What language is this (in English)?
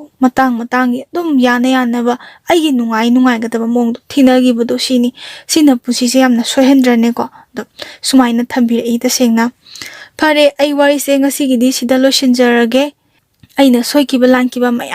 Manipuri